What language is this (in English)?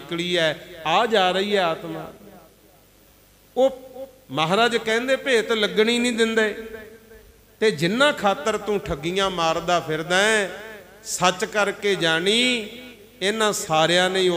Punjabi